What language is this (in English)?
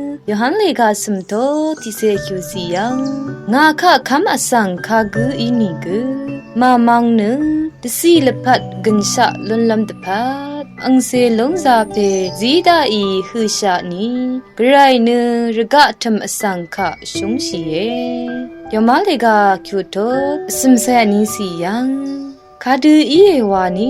Rawang